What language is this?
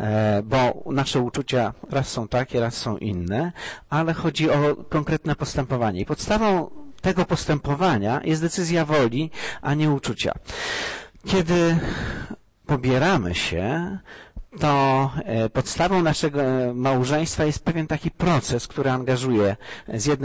Polish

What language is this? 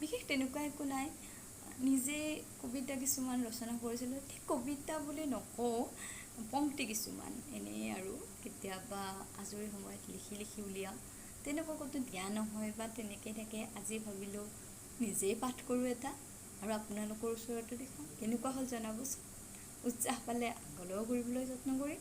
Assamese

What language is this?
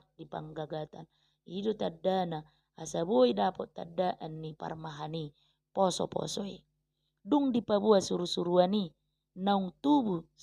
Batak Toba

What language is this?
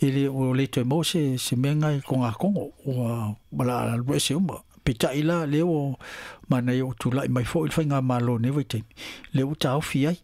Samoan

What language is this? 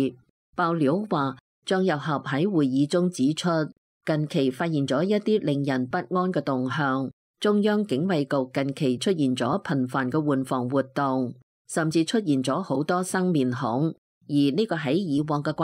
Cantonese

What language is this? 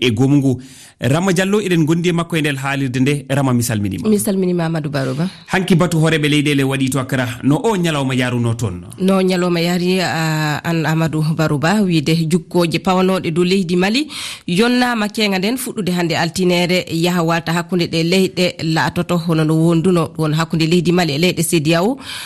Fula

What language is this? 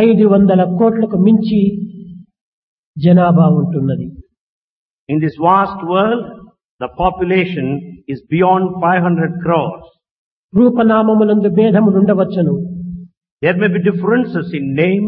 Telugu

